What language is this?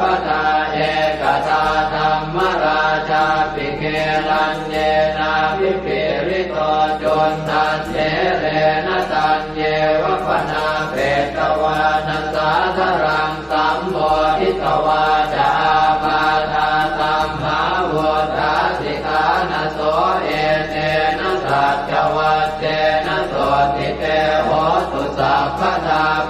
Pali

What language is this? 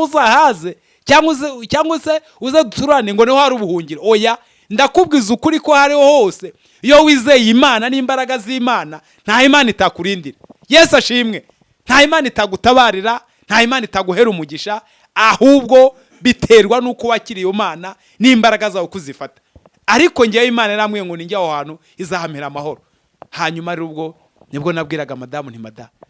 Kinyarwanda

